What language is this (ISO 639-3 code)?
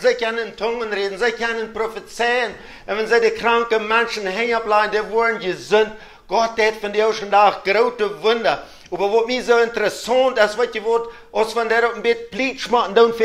pdt